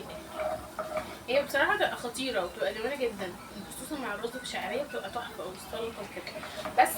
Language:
Egyptian Arabic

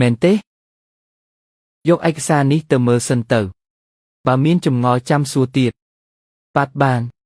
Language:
Khmer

